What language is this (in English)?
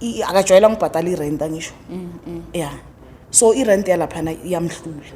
Zulu